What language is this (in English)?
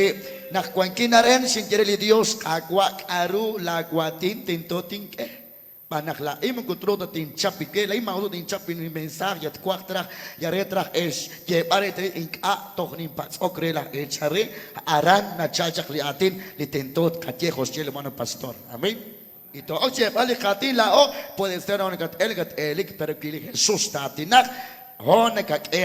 Kekchí